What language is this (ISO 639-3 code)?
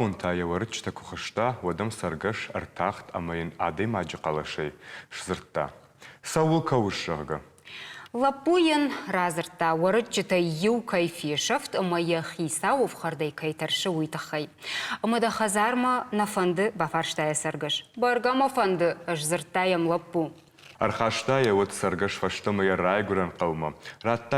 oss